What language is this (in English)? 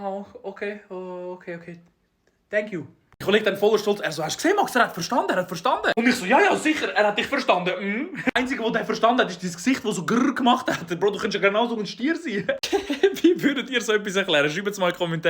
Swiss German